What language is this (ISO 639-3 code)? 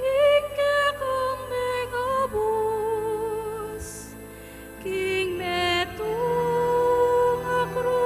pam